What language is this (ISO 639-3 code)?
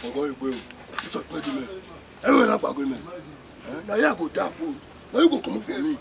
bin